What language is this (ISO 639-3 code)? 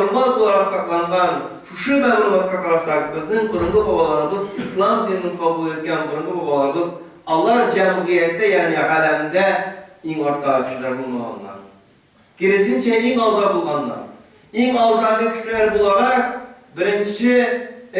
tat